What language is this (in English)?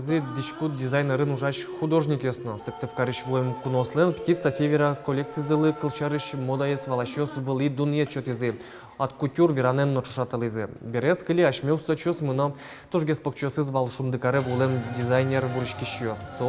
Udmurt